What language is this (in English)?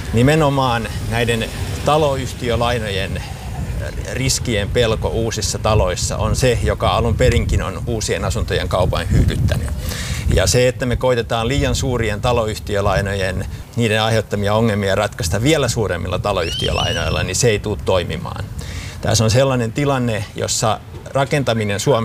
Finnish